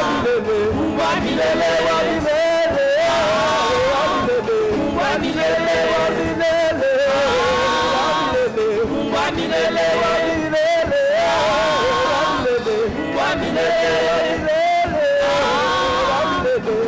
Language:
French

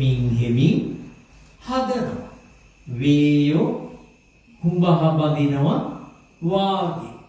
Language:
Sinhala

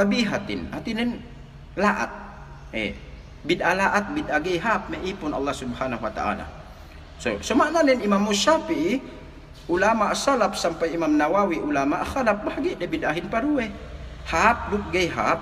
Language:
Yakan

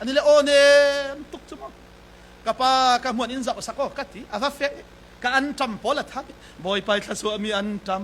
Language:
Falam Chin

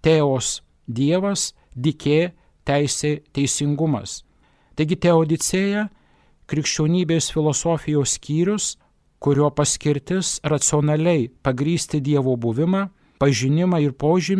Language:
Lithuanian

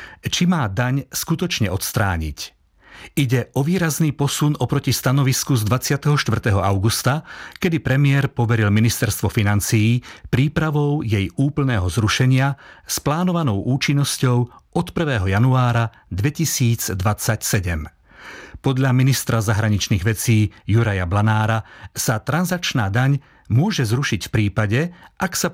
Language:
Slovak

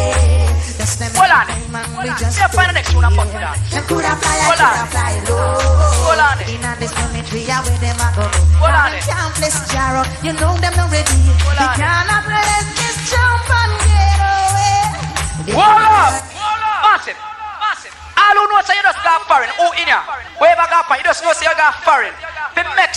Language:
Jamaican Creole English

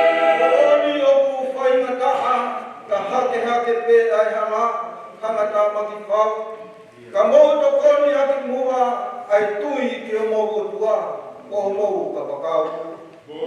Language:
Tongan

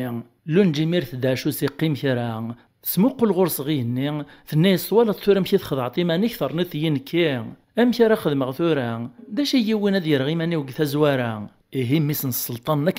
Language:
Kabyle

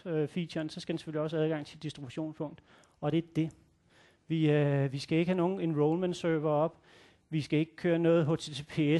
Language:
Danish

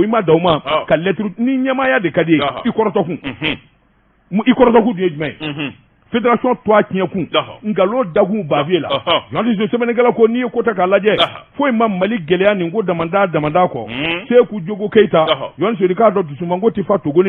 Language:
Bambara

